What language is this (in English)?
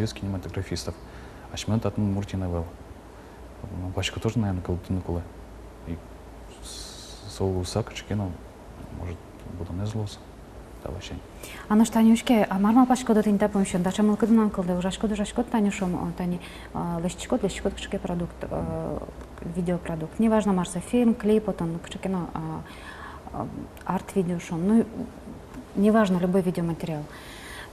Udmurt